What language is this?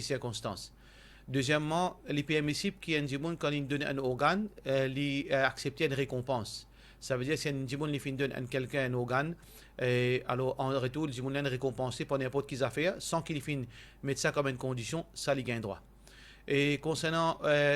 Morisyen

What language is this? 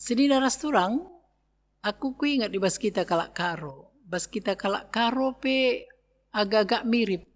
Batak Karo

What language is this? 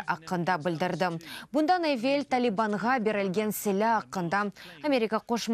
Crimean Tatar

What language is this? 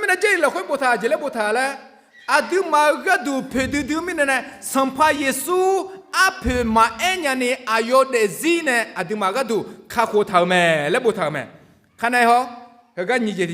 Akha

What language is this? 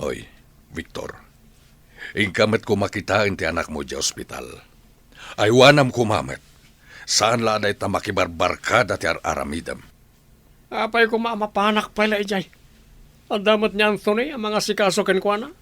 Iloko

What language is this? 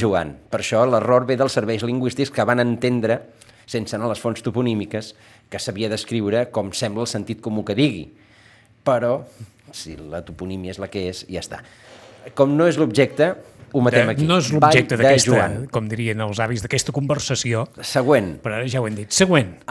Catalan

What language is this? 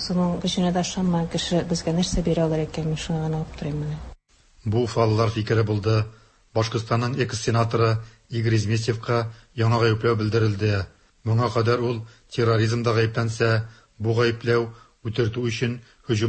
Tatar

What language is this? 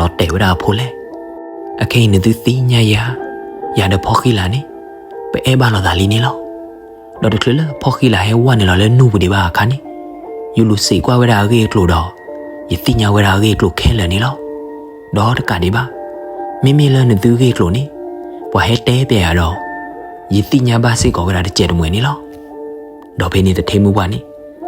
S'gaw Karen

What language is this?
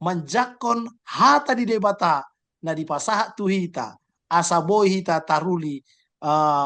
Batak Toba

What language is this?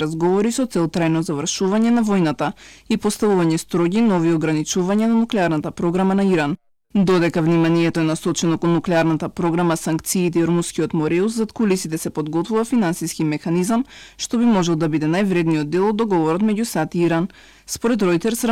Macedonian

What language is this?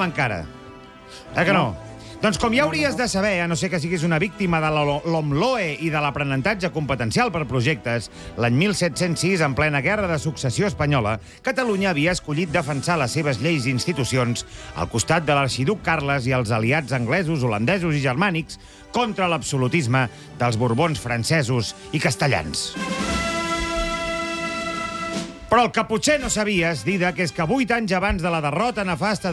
Catalan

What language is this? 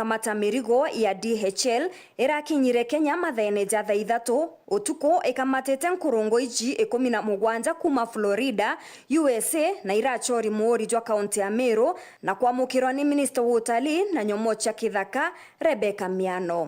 Meru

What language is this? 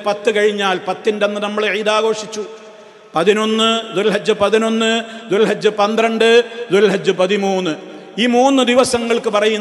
Malayalam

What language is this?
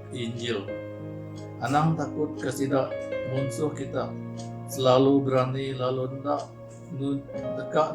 Iban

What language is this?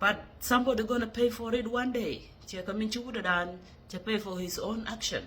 Nuer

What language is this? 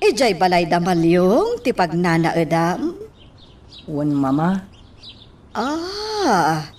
Iloko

